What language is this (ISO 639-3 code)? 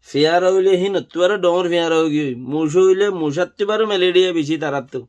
rhg